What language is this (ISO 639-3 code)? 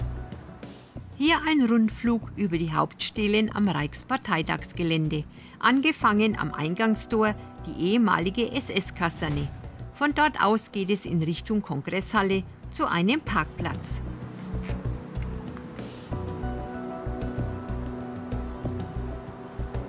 deu